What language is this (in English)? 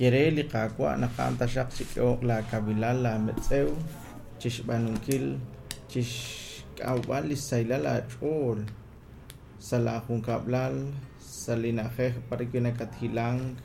Kekchí